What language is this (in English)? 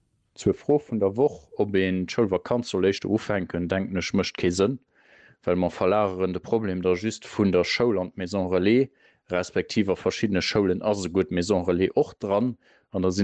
Luxembourgish